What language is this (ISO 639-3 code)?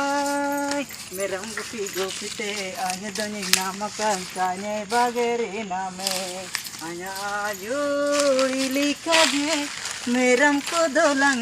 hoc